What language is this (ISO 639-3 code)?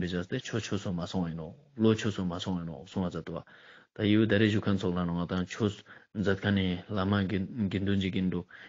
lbj